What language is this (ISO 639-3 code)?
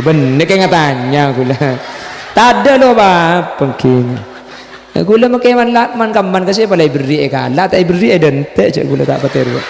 mad